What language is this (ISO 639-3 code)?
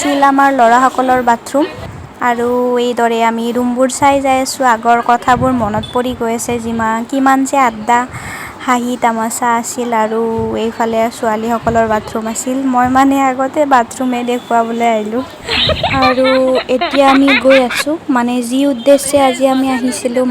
asm